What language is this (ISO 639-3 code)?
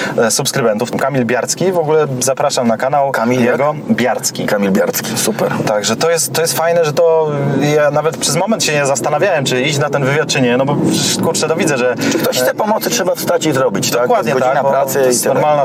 pol